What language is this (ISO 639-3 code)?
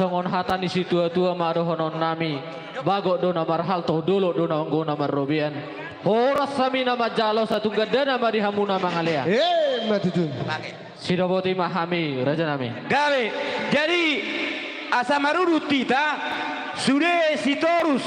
bbc